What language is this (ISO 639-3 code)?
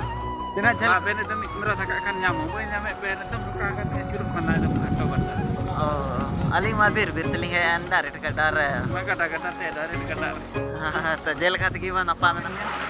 sat